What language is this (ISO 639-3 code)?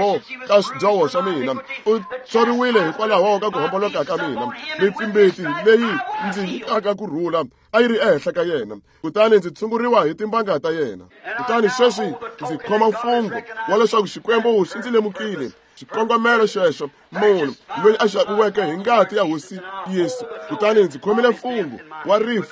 tso